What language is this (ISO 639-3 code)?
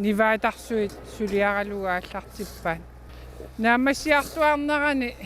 kal